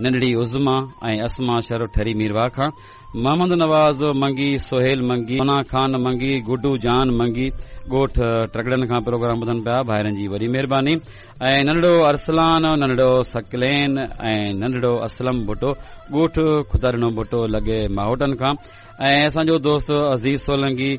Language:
Sindhi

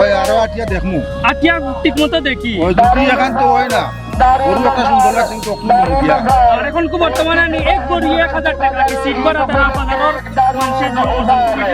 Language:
Sylheti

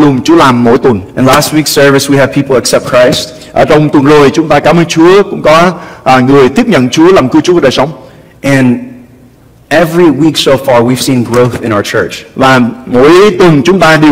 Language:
Vietnamese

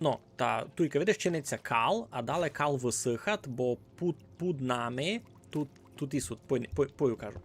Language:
Rusyn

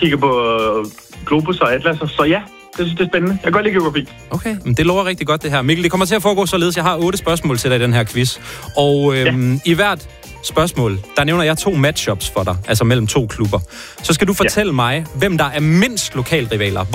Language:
Danish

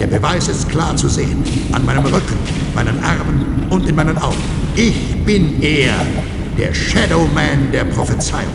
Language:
Bavarian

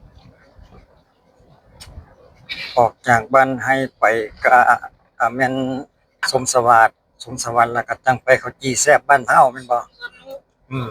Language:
Lao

